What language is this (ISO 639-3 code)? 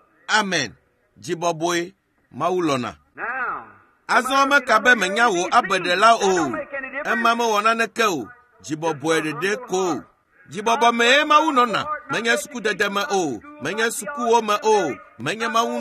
ewe